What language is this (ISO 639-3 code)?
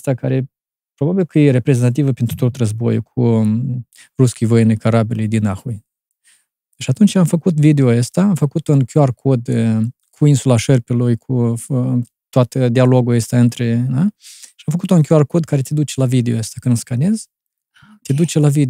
ron